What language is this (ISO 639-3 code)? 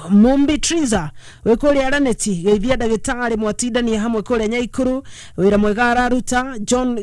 kik